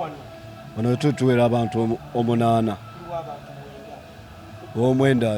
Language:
Ganda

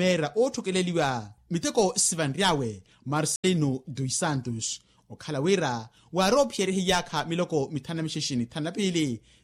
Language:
Makhuwa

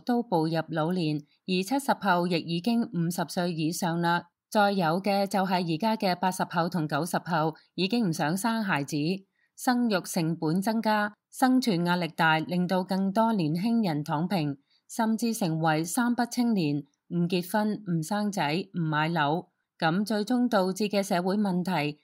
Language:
Cantonese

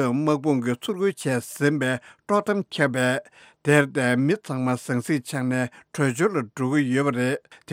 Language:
Tibetan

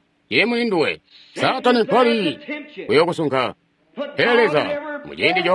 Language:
Tonga (Zambia)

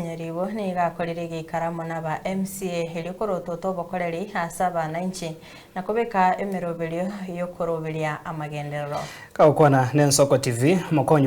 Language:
Gusii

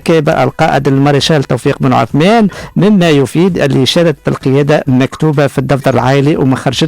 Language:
Tunisian Arabic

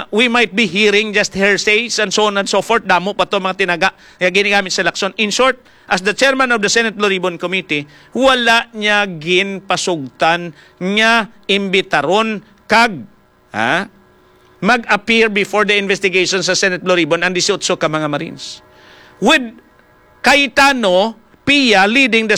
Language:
Hiligaynon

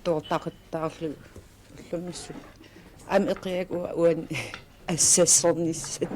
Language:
Kalaallisut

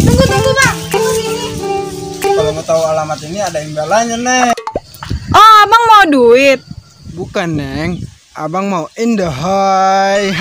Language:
Betawi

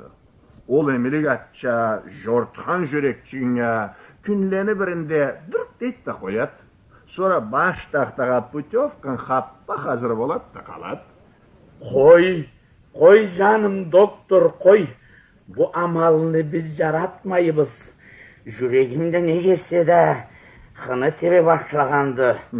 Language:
Karachay-Balkar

